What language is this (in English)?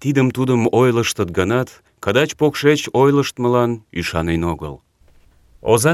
Mari